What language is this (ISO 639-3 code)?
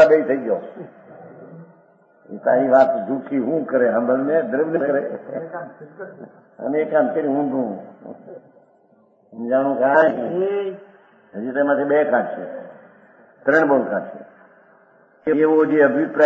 guj